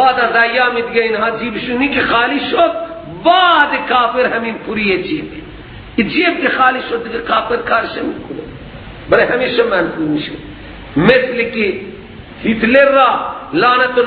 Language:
Persian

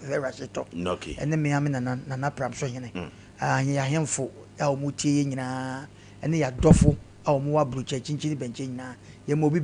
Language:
Akan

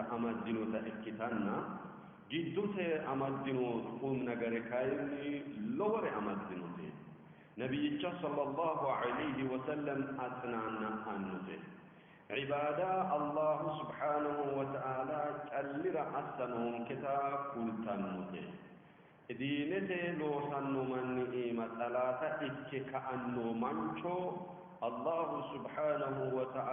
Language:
Sidamo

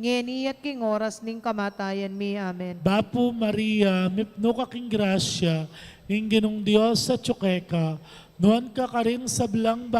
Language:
Pampanga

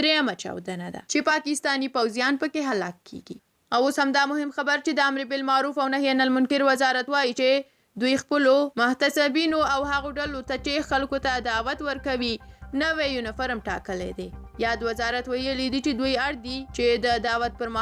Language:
Pashto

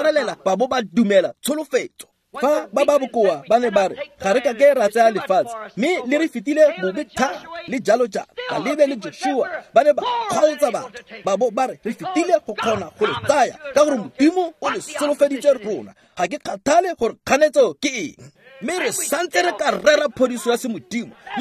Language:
Tswana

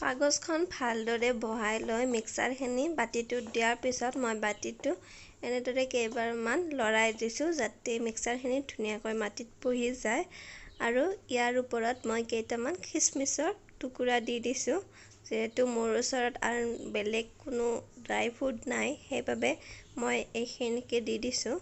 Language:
Assamese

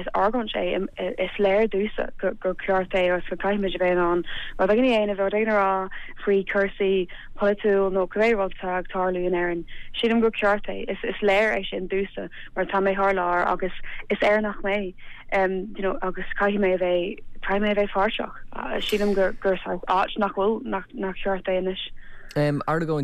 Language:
Irish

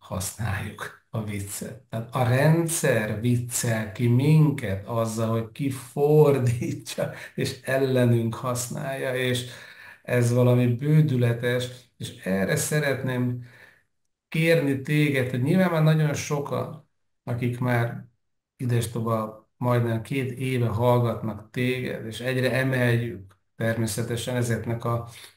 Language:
Hungarian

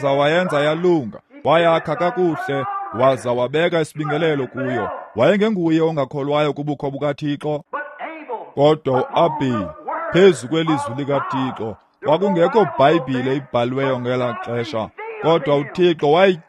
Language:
Xhosa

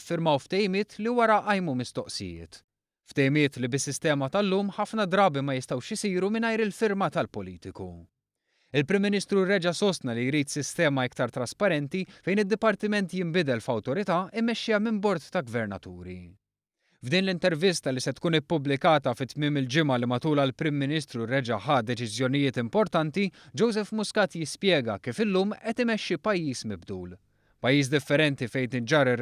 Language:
Maltese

